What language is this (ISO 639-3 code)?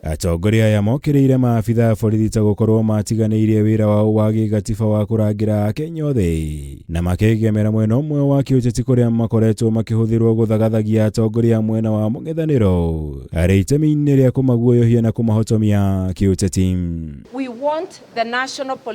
kik